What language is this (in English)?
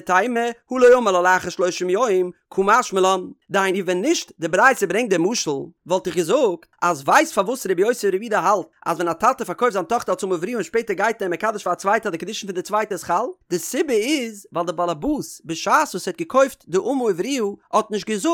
Yiddish